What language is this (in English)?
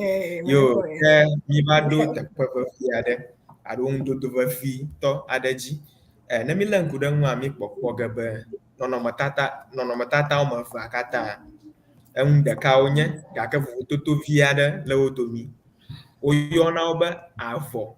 Ewe